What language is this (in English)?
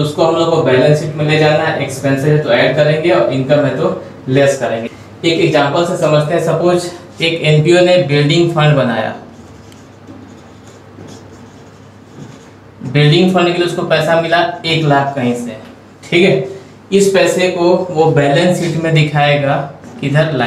Hindi